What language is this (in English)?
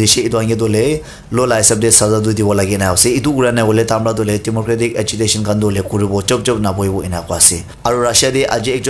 Naga Pidgin